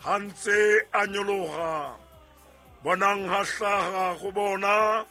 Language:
Southern Sotho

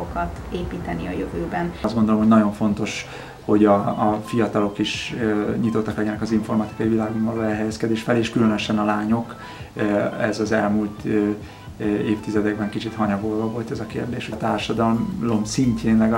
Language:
Hungarian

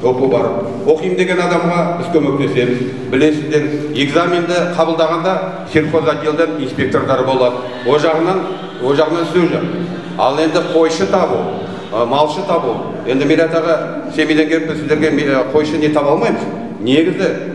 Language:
Kazakh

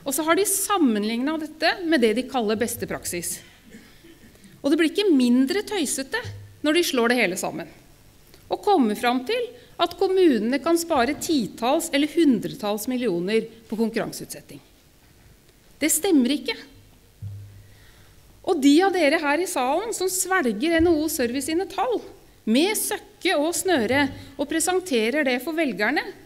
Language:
Norwegian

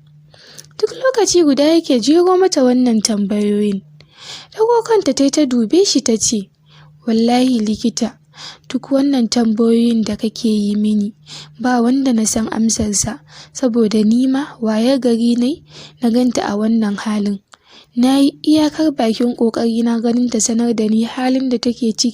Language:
Hausa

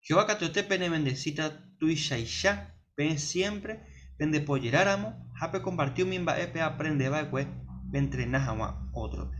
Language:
Guarani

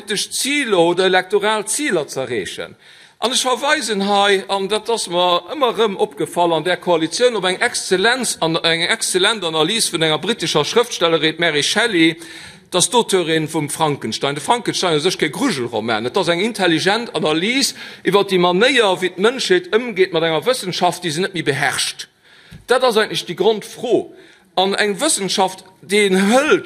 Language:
Luxembourgish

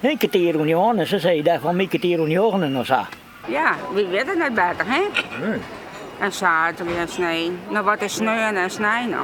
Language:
Western Frisian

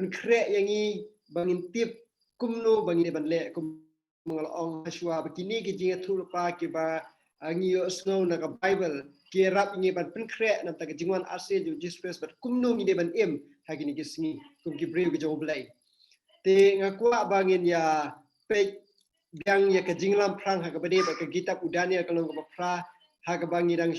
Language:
Khasi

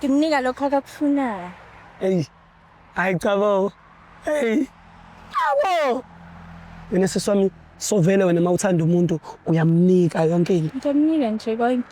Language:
Zulu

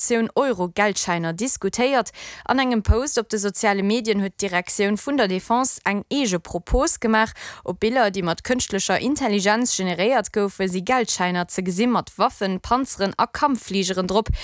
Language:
Luxembourgish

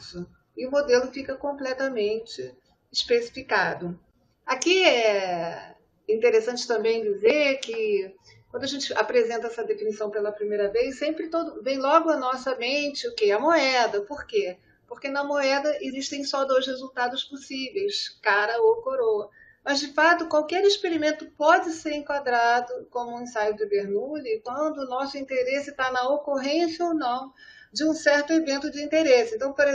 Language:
Portuguese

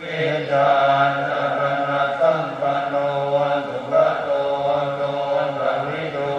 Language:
Pali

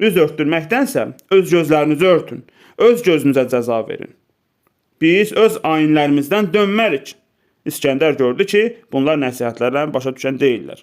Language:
Azerbaijani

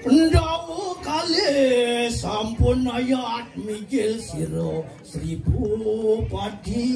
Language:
Balinese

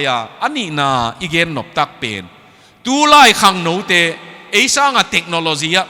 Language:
Tedim Chin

